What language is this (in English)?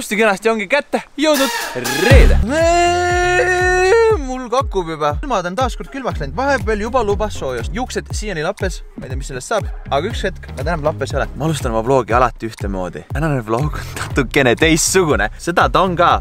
Estonian